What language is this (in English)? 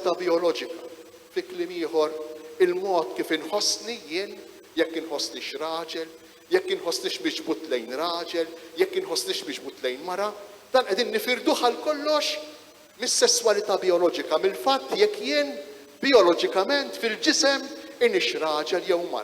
Maltese